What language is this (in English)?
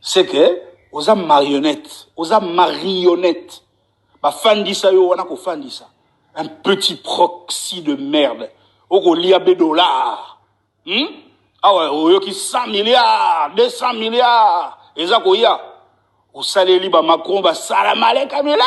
Lingala